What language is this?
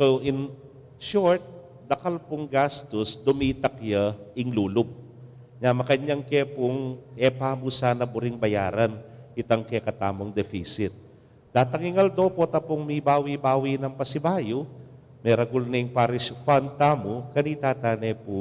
Pampanga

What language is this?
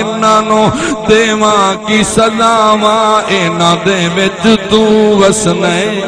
Saraiki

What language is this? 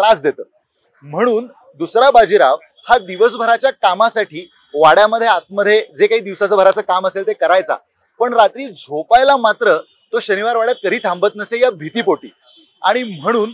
Marathi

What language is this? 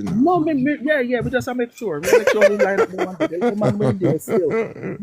Jamaican Creole English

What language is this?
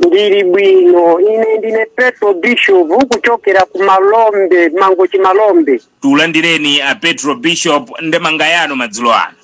Nyanja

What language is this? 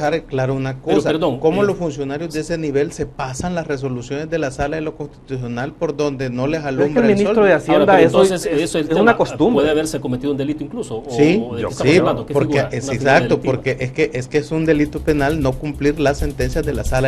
Spanish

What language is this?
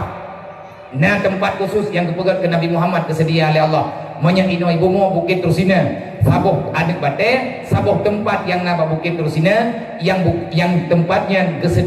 Achinese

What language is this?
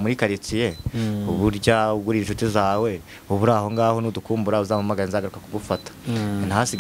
Kinyarwanda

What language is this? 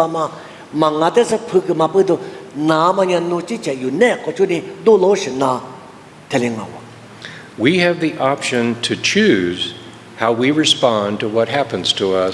Lisu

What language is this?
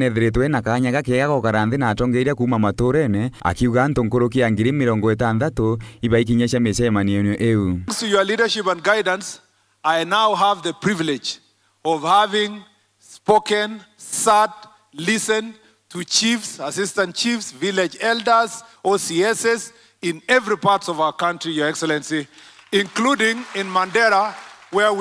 Meru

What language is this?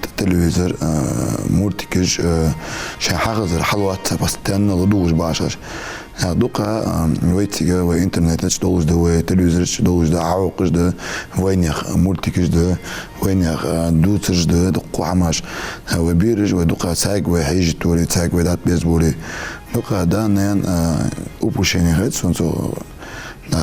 Ingush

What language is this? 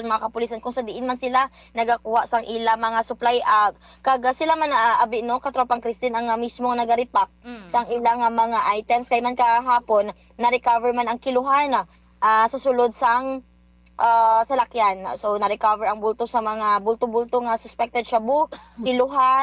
Hiligaynon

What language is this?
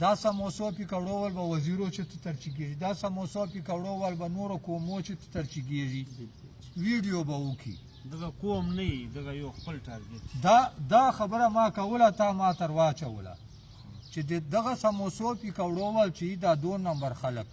Pashto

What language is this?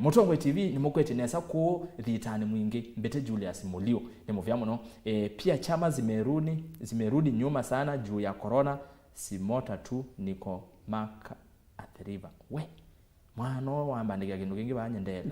Kamba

